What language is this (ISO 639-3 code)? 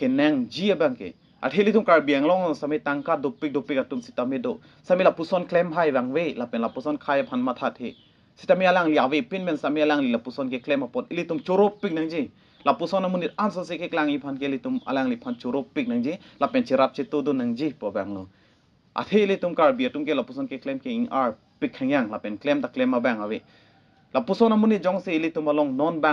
mjw